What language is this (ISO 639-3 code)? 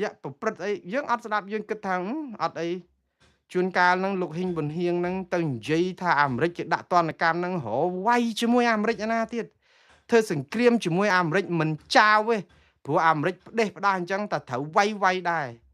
khm